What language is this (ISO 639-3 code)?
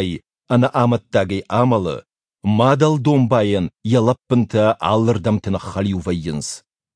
oss